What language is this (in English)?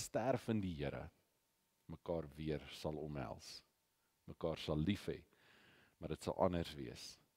Afrikaans